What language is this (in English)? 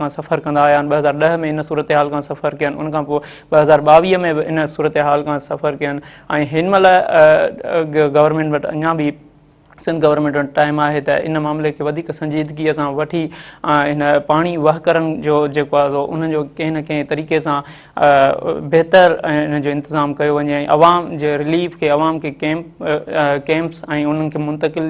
Sindhi